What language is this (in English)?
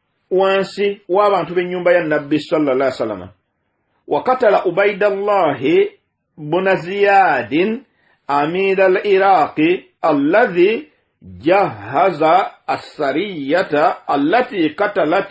Ganda